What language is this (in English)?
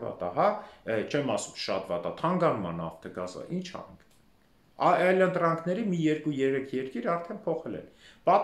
Armenian